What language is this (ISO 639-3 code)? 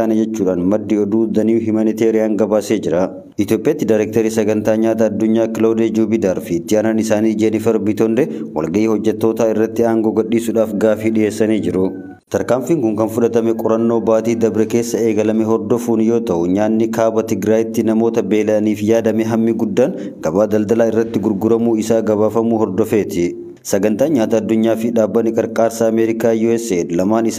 orm